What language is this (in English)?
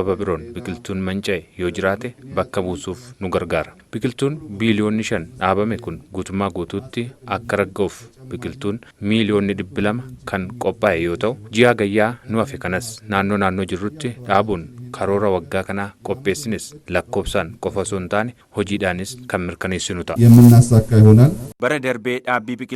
Oromo